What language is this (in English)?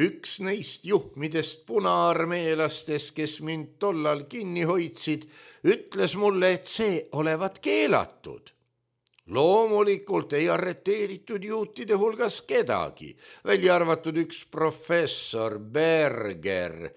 Estonian